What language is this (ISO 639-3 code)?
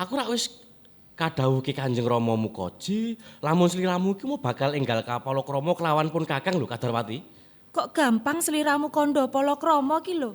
jav